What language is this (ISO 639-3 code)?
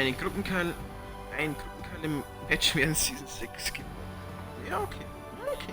bar